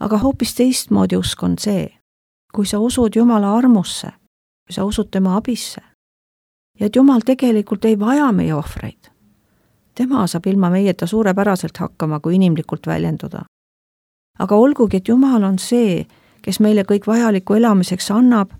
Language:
Estonian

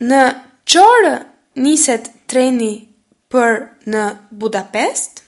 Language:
Albanian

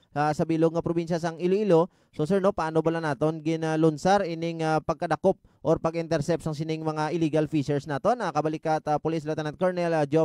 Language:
Hiligaynon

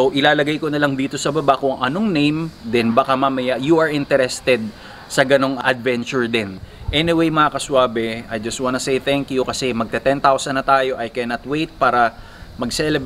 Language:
Filipino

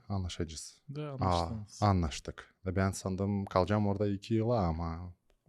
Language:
Gagauz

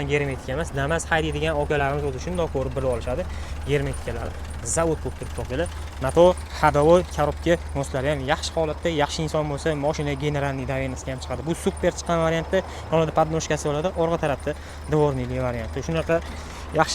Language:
Uzbek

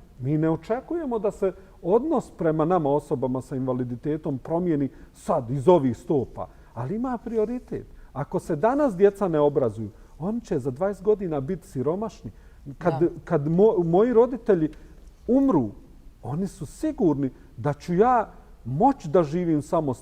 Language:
Bosnian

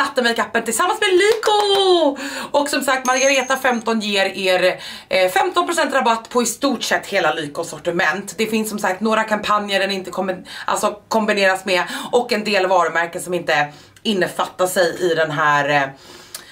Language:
Swedish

